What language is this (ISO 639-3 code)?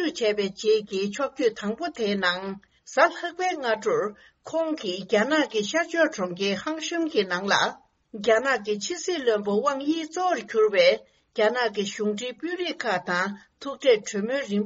bod